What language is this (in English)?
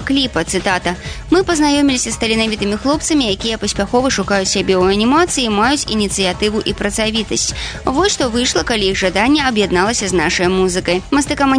Belarusian